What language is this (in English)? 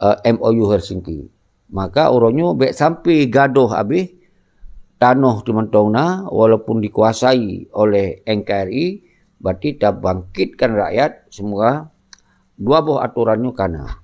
Achinese